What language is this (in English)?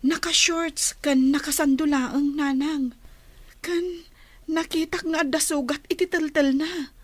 Iloko